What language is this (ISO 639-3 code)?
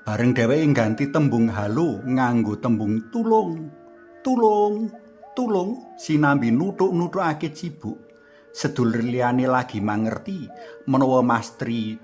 jav